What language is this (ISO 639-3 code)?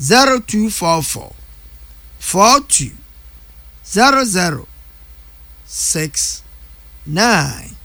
aka